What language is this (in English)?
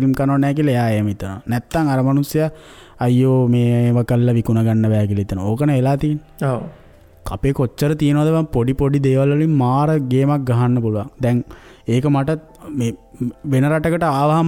Sinhala